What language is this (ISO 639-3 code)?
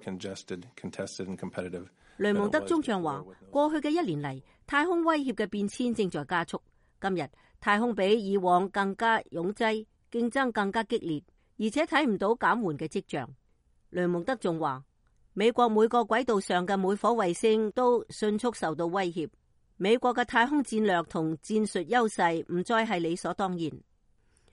yue